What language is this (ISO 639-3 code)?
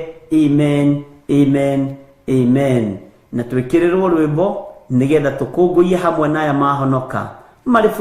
kik